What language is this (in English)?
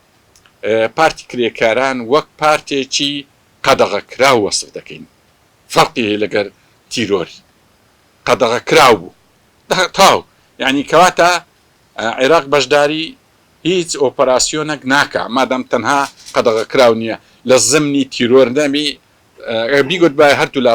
Central Kurdish